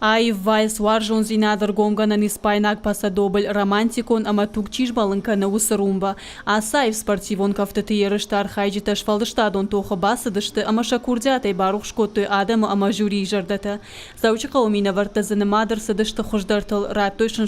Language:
Ossetic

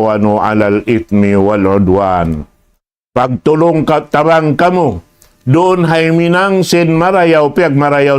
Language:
Tausug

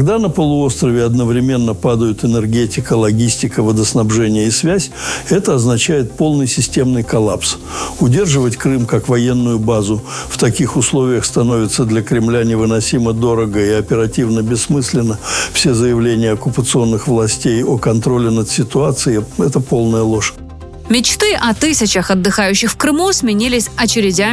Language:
Russian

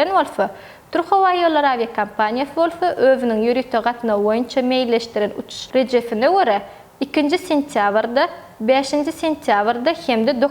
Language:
Turkmen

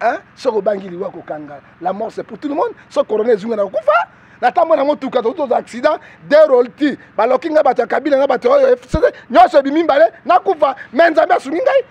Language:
Lingala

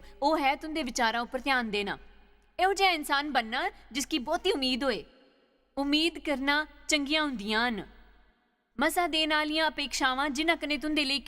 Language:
Dogri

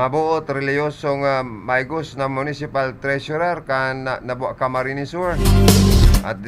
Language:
Bikol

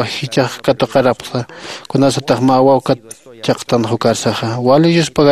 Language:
Aymara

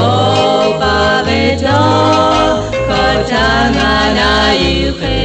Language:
Lahu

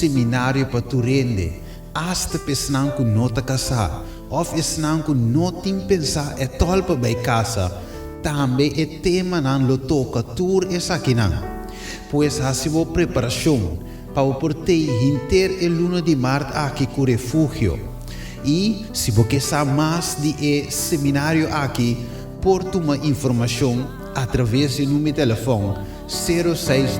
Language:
Papiamento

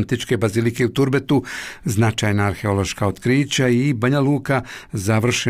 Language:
Bosnian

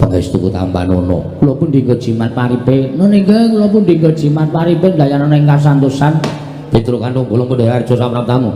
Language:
Javanese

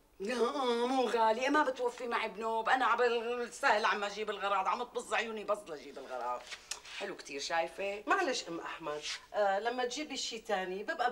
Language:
North Levantine Arabic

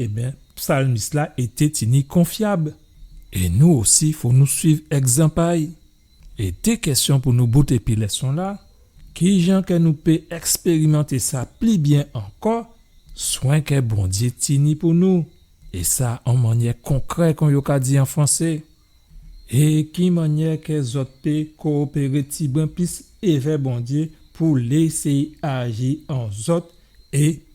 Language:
Guadeloupean Creole French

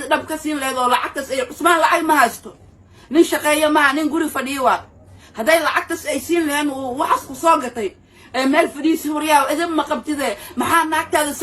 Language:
Somali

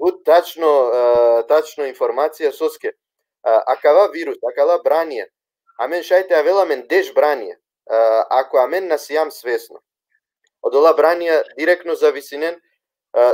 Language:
Balkan Romani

